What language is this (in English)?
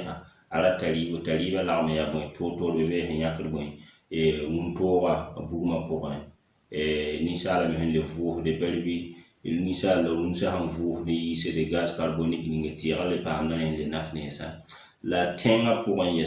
Mossi